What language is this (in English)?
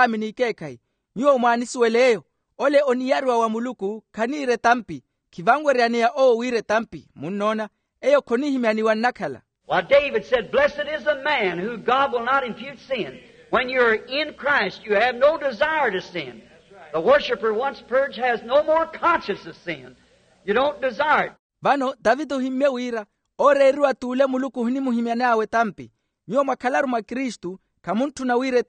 Makhuwa